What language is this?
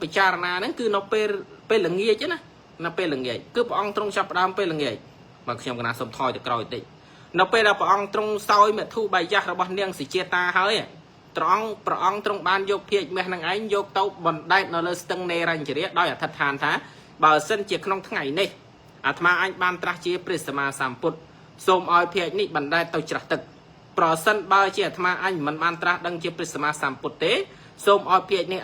Khmer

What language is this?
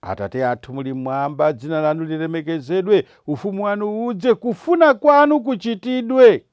Nyanja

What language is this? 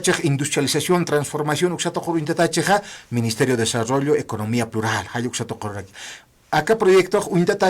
Aymara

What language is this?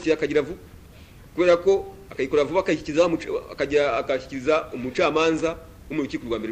Kinyarwanda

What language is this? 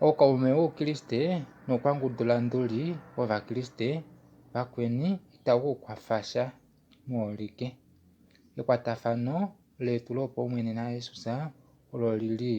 Kuanyama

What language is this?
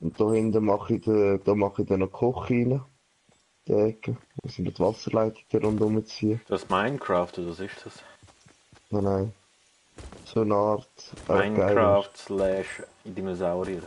Swiss German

